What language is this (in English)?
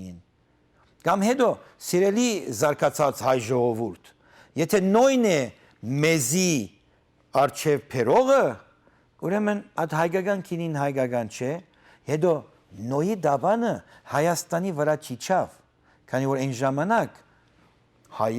Western Armenian